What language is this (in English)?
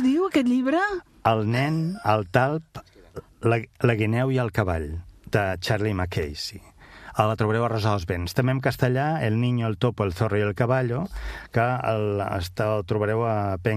Catalan